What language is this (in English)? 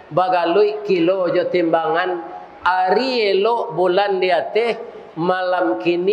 Minangkabau